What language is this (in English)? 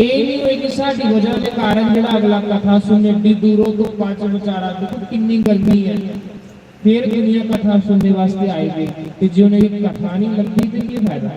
Dogri